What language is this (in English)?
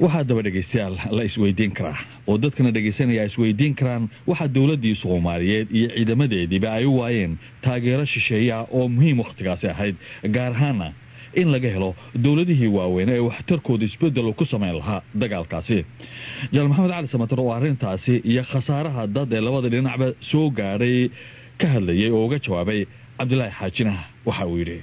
Somali